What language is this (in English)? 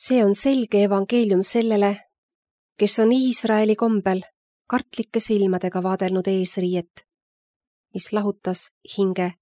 Estonian